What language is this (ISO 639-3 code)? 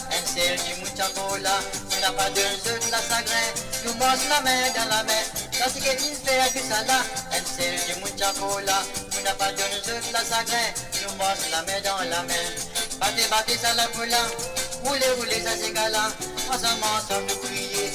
mfe